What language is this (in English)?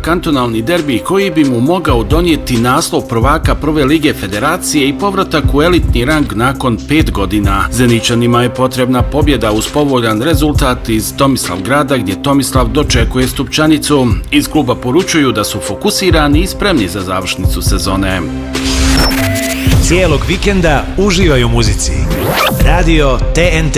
Bosnian